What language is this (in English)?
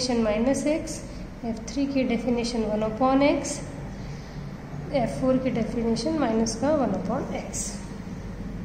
Hindi